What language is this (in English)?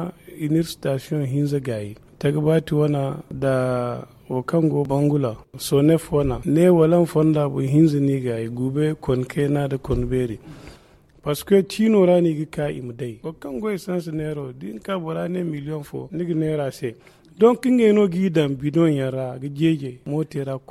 Zarma